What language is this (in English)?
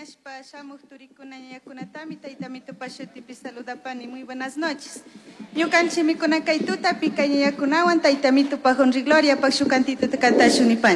Chimborazo Highland Quichua